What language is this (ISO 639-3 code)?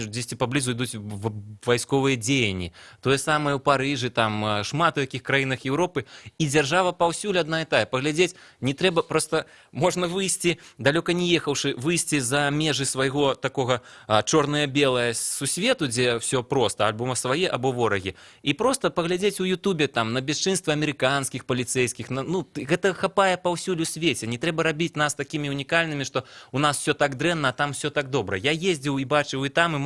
bel